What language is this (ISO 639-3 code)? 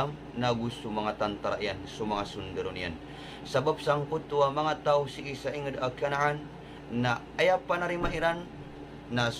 mrw